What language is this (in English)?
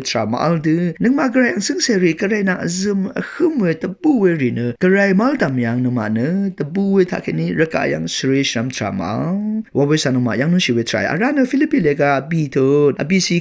Rawang